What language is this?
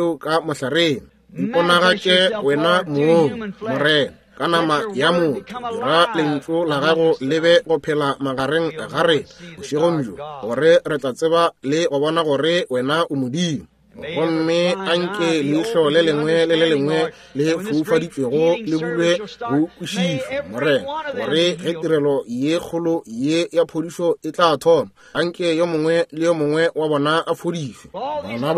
Northern Sotho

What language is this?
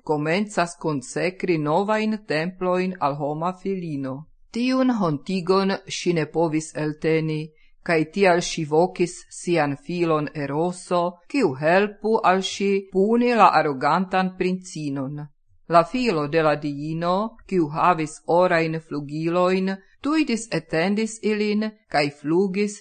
Esperanto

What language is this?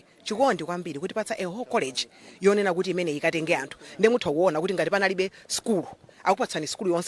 Nyanja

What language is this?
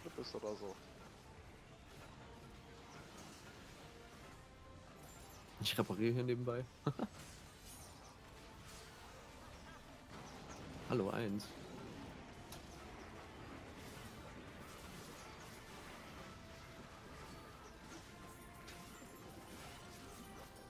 German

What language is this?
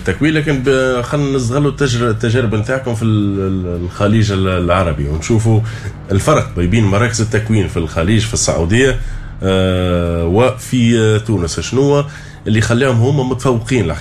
Tunisian Arabic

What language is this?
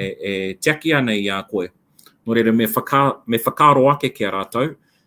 Māori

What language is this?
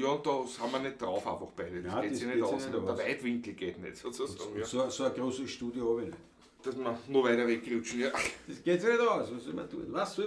Bavarian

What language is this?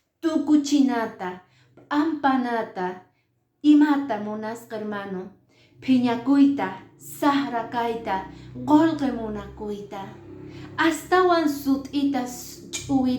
Quechua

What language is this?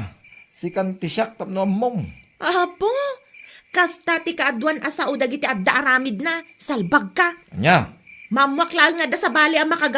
Iloko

